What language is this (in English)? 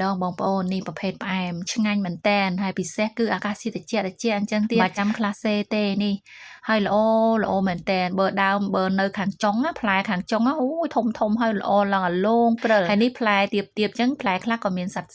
Khmer